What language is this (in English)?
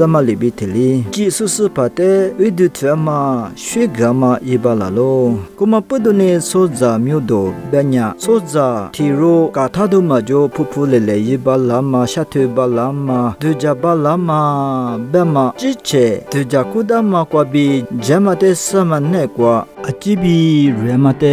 Lisu